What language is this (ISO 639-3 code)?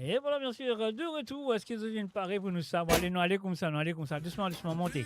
mfe